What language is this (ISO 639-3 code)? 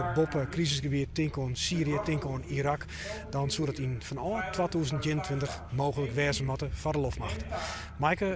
fry